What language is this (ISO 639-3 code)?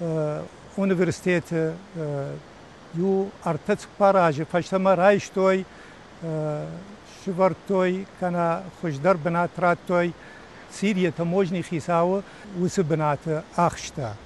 oss